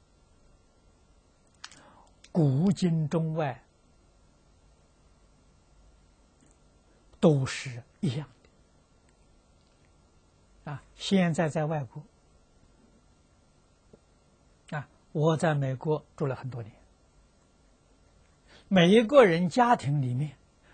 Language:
Chinese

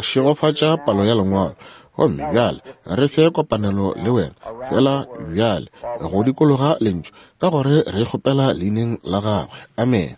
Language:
Northern Sotho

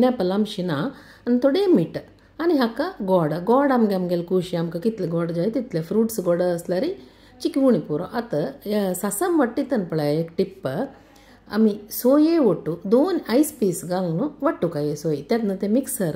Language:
Konkani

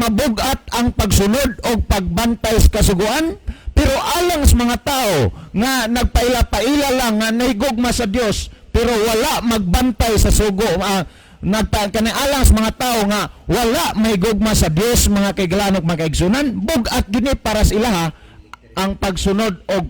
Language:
Cebuano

